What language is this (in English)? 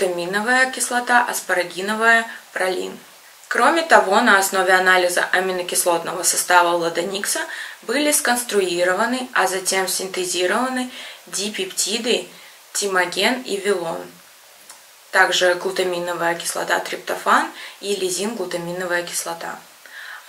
Russian